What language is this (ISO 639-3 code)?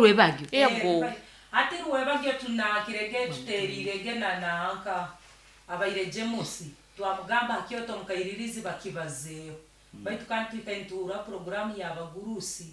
nyn